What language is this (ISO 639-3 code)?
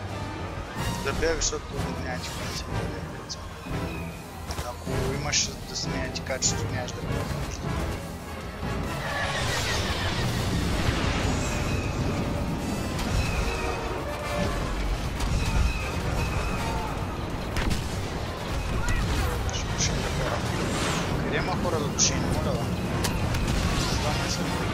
bul